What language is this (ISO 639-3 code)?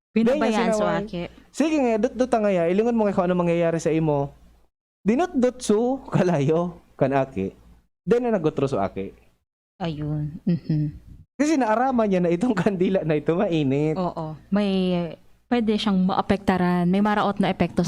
bik